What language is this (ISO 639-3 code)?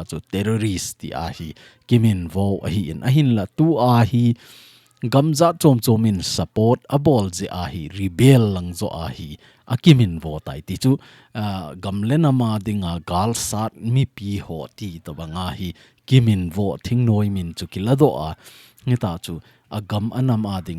tcz